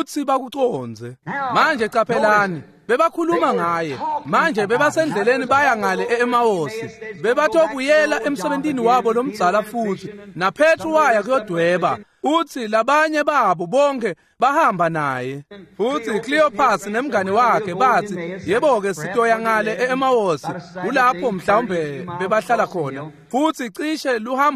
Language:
Swati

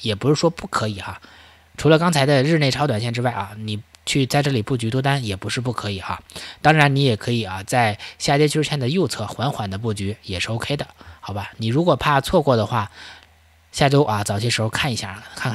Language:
Chinese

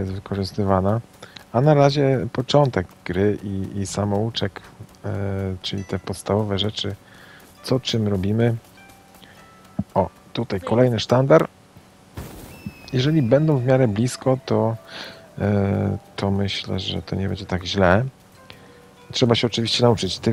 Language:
Polish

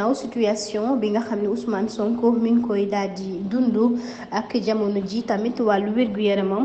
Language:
Wolof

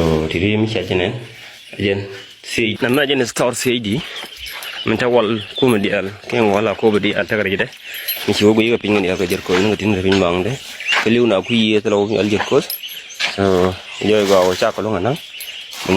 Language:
Nuer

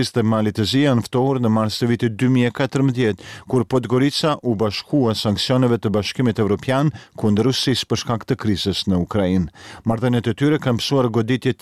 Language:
Albanian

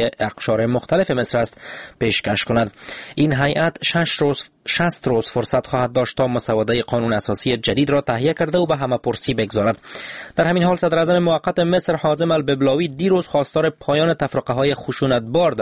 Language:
Persian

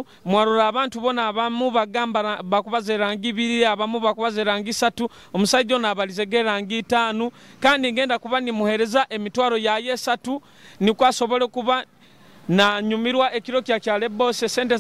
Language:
Nyoro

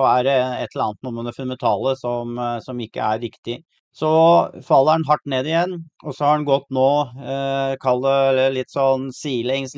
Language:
Norwegian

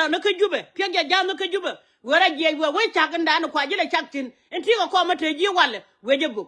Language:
Nuer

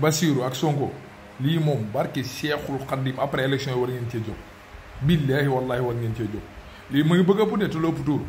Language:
Wolof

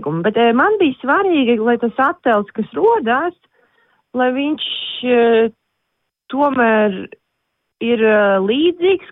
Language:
Latvian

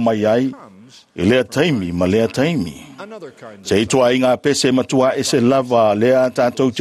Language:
Samoan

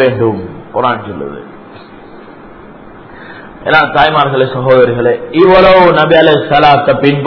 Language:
Tamil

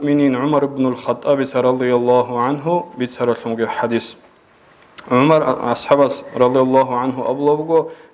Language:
Avaric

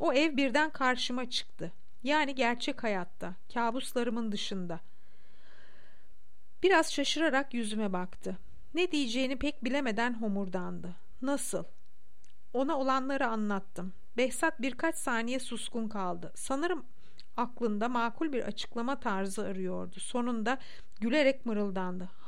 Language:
Turkish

